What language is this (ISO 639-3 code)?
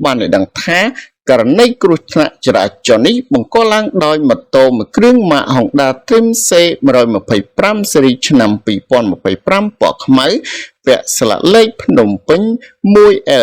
khm